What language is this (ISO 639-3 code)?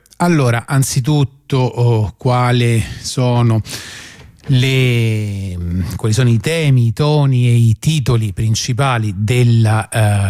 ita